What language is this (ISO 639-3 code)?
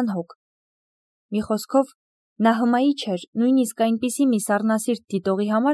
hye